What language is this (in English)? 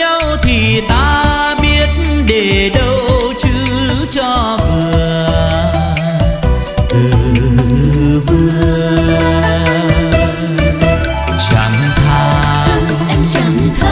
Vietnamese